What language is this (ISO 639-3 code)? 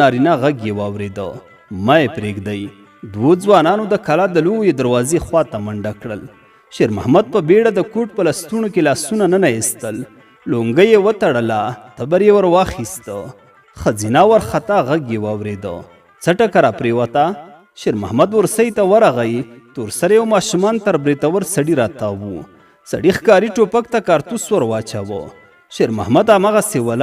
pus